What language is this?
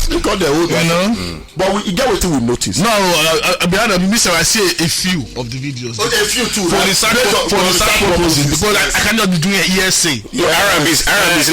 Nigerian Pidgin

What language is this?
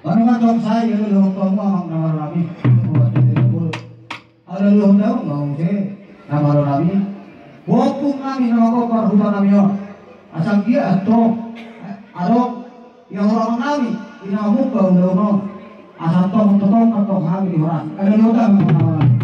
Batak Toba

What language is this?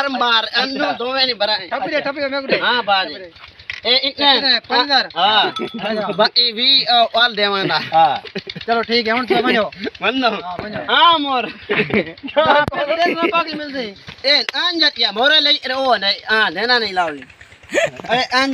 Saraiki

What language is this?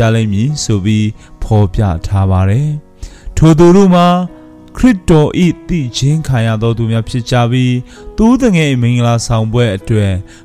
Burmese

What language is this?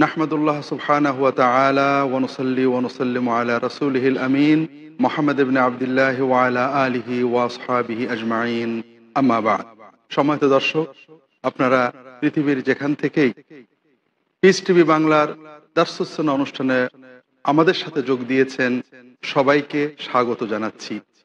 Bangla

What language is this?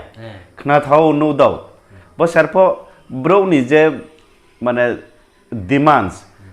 Riang (India)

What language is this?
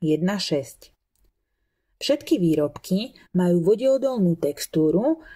Slovak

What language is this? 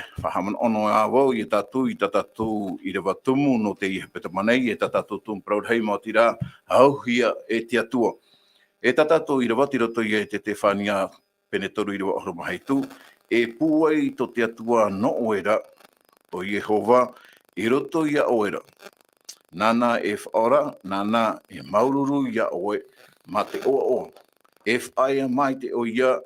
Tahitian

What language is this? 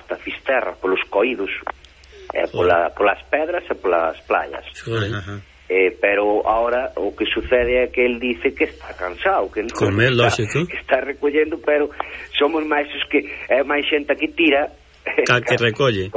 Galician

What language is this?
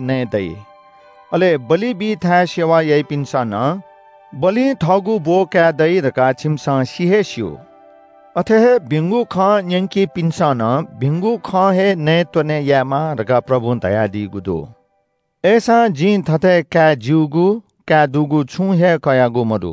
Newari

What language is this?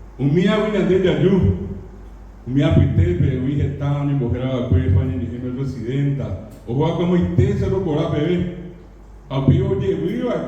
Guarani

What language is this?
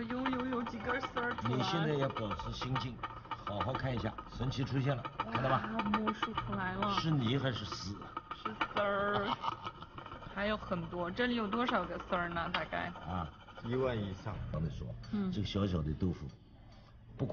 Chinese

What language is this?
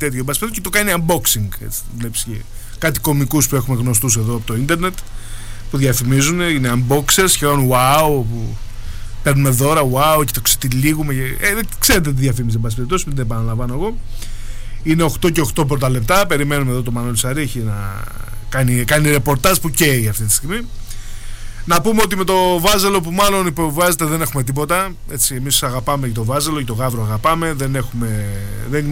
Greek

